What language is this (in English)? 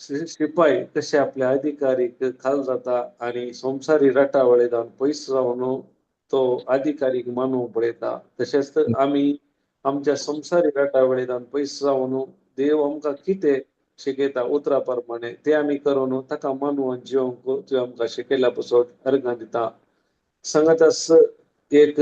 Konkani